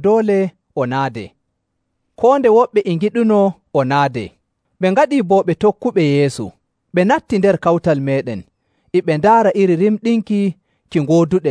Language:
Nigerian Fulfulde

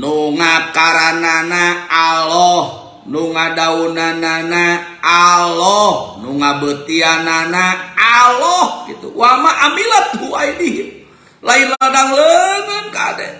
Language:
Sundanese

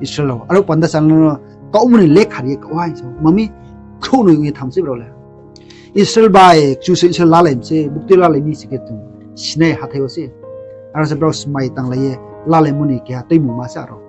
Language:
Riang (India)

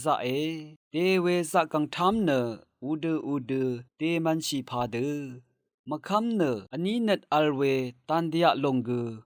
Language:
Rawang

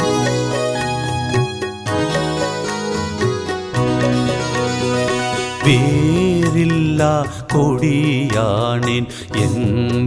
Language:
Tamil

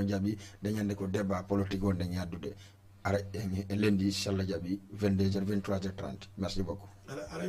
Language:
Fula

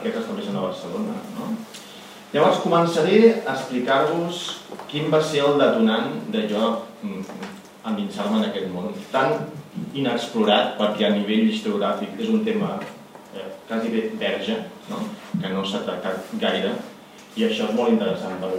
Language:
Catalan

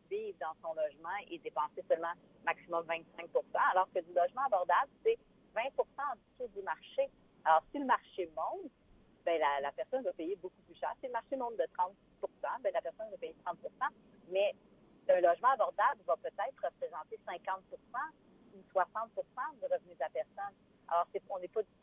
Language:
French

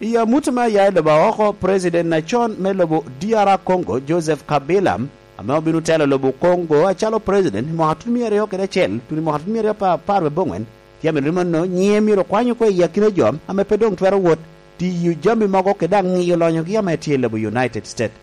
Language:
Lango (Uganda)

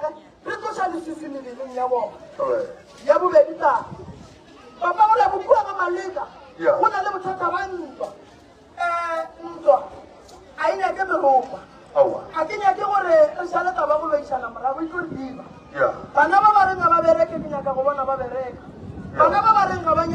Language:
Northern Sotho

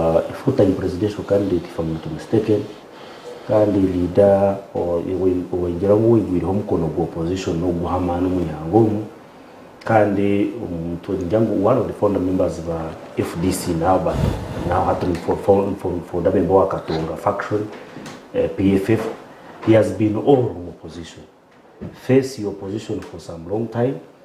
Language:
Nyankole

